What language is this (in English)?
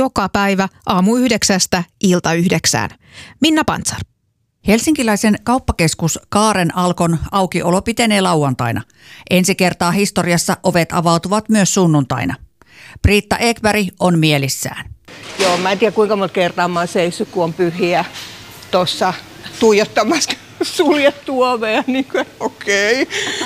Finnish